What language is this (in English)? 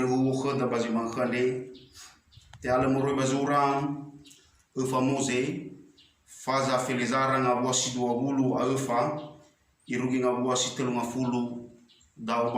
Nias